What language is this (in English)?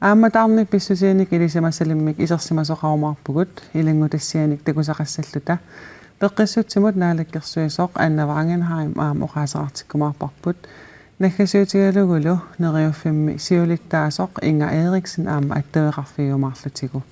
Kalaallisut